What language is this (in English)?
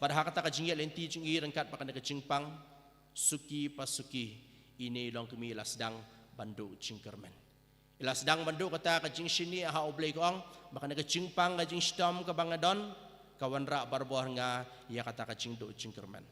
Khasi